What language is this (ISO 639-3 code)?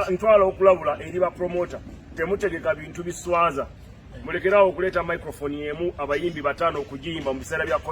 lug